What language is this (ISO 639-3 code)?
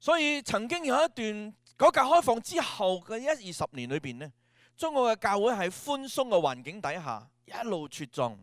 yue